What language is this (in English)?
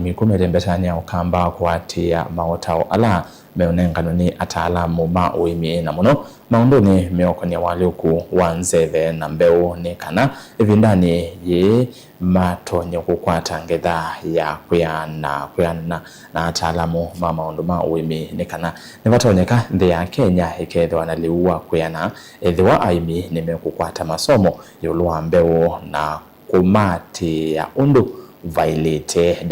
Kamba